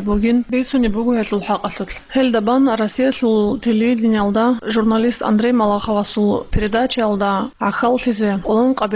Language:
Avaric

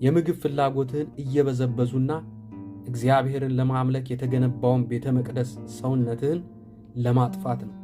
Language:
Amharic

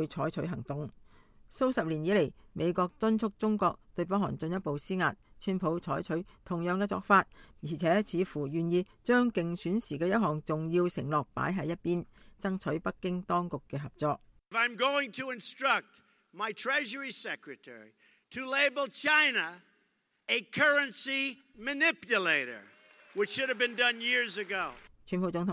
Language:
Cantonese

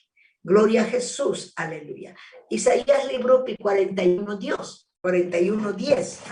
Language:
Ayacucho Quechua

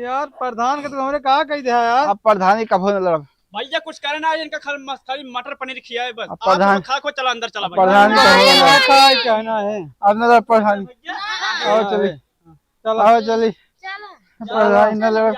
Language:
Awadhi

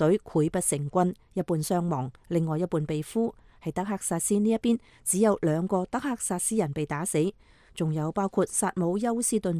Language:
Cantonese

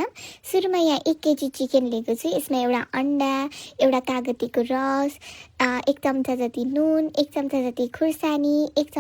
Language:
Nepali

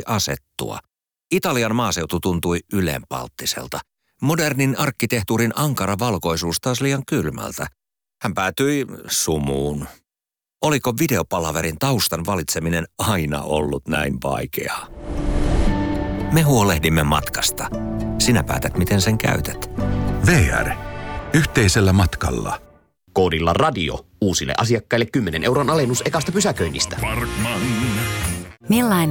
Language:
Finnish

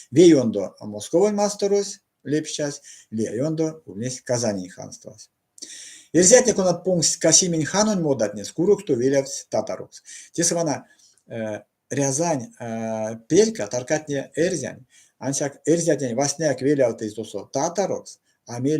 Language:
Erzya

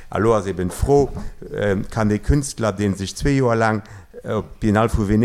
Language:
Luxembourgish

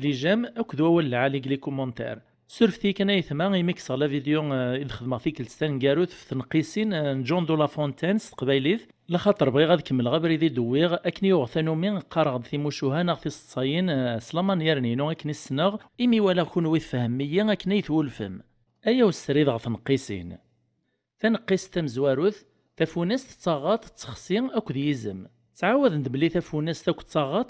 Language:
Kabyle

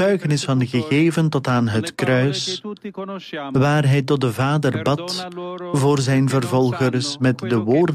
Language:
Dutch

